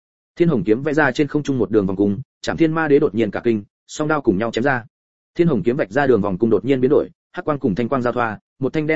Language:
Vietnamese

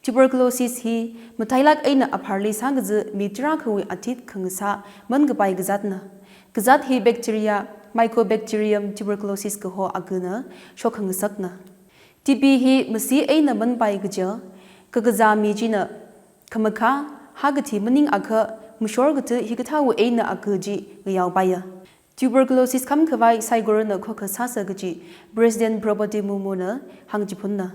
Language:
Tangkhul Naga (India)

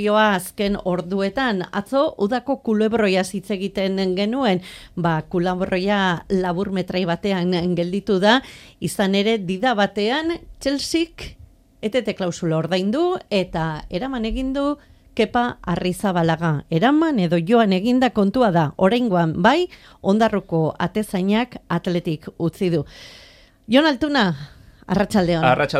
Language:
Basque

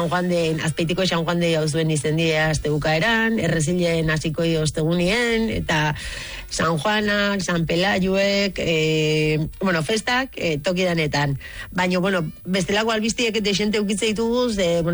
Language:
Basque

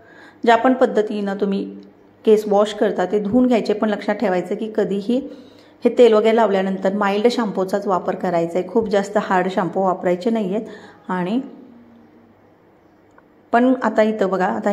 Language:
Marathi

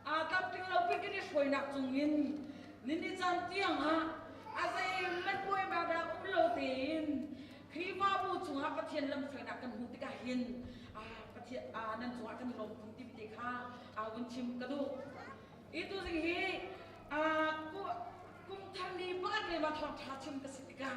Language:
Hakha Chin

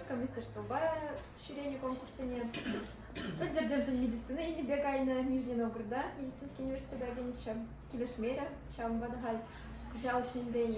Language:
Chuvash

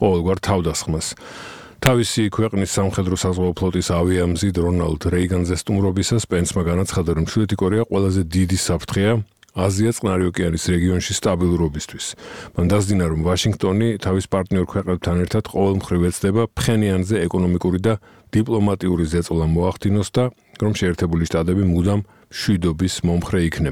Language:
Georgian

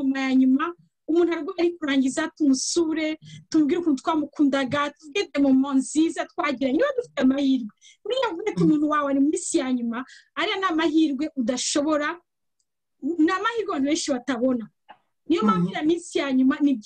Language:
Kinyarwanda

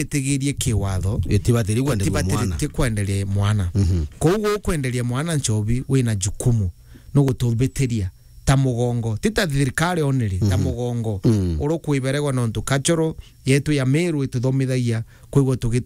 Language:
Meru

